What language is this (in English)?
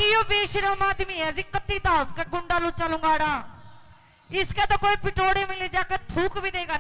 Haryanvi